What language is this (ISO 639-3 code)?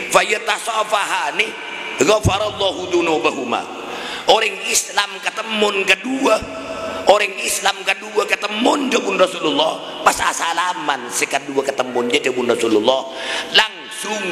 mad